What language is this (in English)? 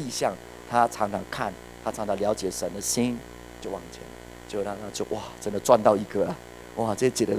Chinese